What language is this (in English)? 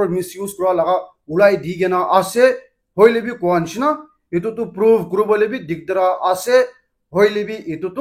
Naga Pidgin